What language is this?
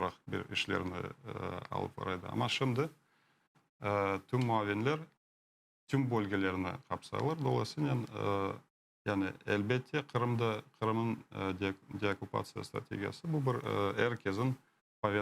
Crimean Tatar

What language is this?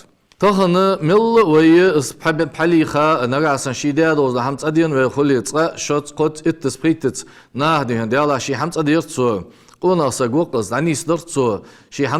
Ingush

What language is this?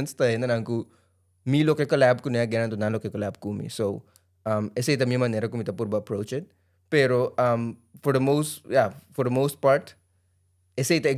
Papiamento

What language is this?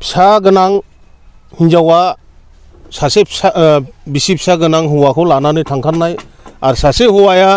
Bodo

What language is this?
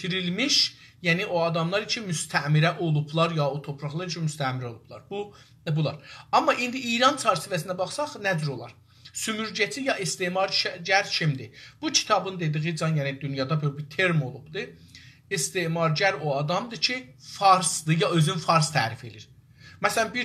South Azerbaijani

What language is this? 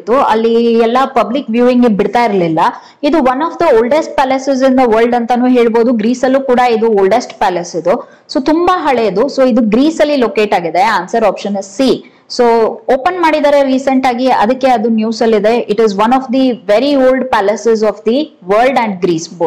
Kannada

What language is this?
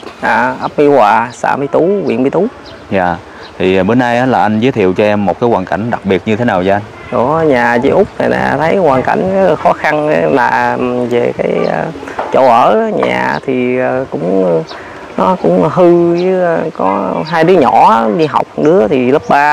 Vietnamese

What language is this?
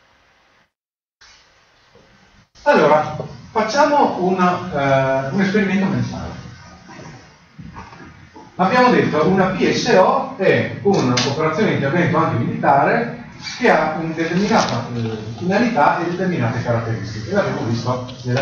Italian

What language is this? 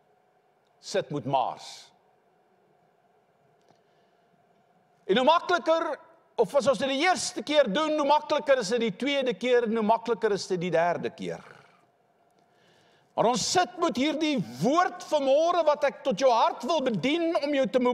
Afrikaans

